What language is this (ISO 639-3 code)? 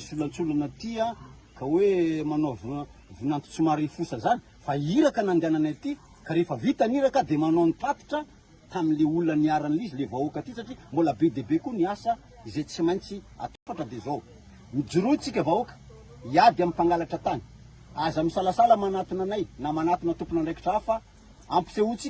mlg